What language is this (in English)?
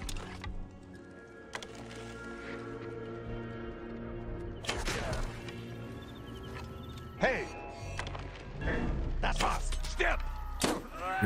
German